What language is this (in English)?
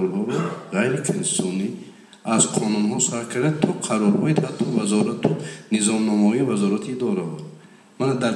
Tajik